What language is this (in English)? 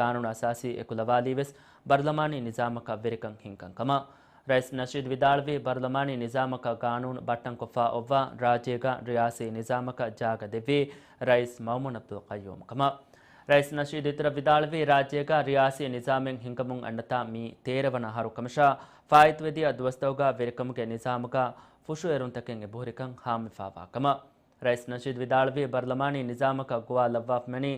Divehi